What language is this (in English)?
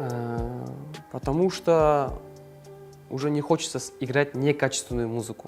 Kara-Kalpak